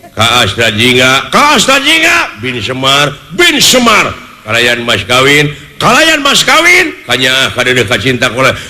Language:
Sundanese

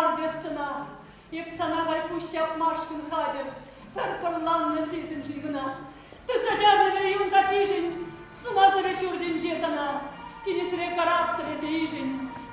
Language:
Chuvash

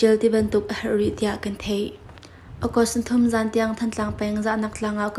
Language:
Hakha Chin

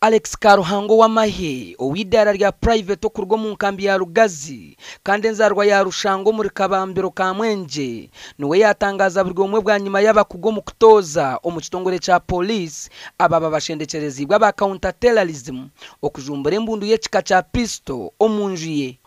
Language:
Nyankole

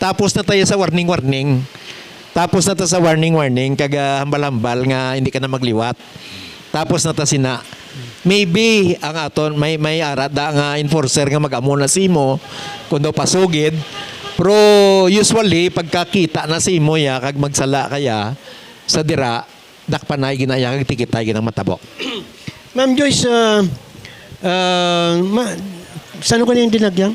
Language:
Hiligaynon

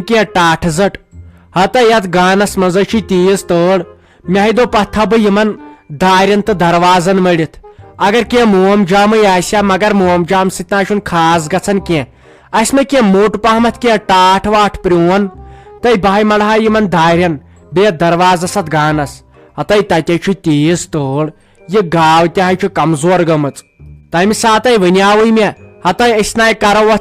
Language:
Kashmiri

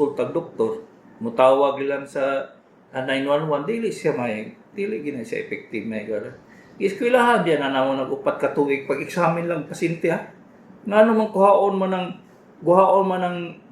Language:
Cebuano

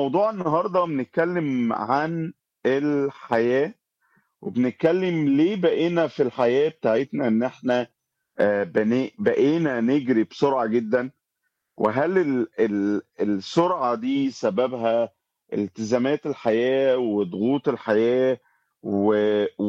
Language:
Egyptian Arabic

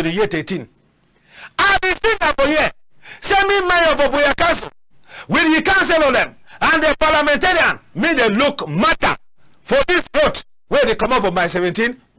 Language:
Cameroon Pidgin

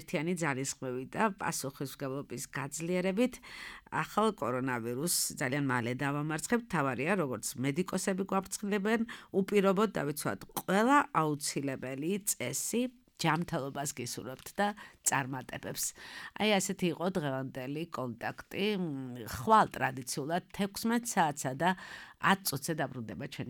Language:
Georgian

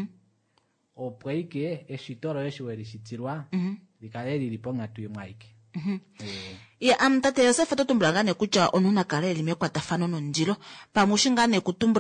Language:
Kuanyama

